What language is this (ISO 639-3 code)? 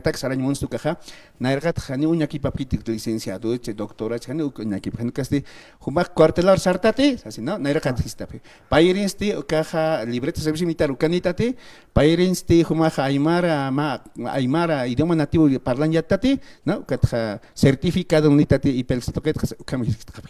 aym